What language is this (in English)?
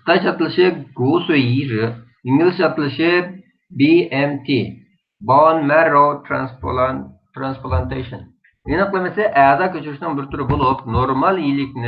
Uyghur